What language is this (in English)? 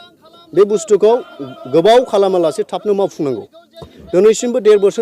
Bodo